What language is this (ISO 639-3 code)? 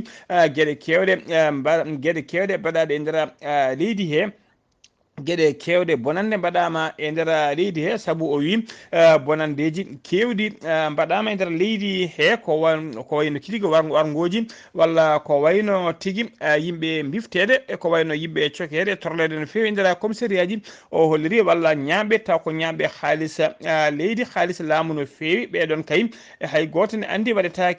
ful